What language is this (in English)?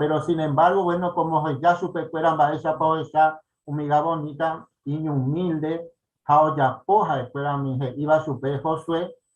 Guarani